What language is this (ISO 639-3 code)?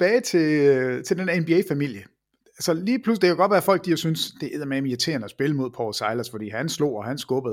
dan